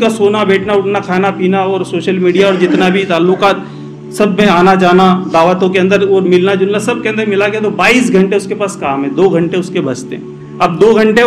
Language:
Urdu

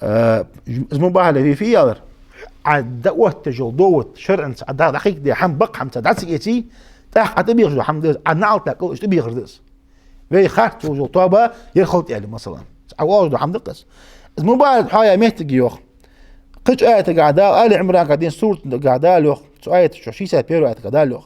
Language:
Ingush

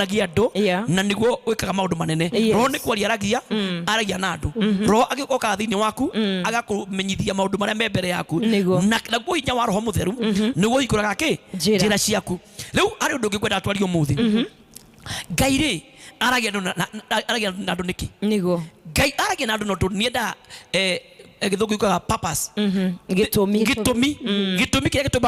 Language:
Kikuyu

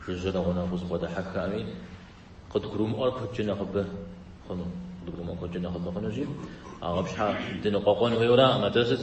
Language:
Kabardian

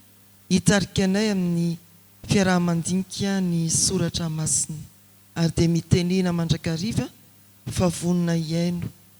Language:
Malagasy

